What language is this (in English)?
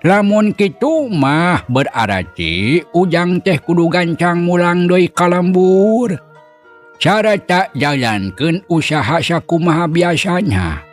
Sundanese